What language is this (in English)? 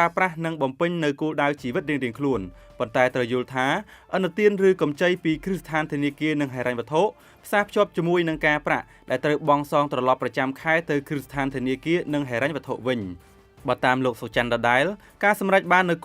Khmer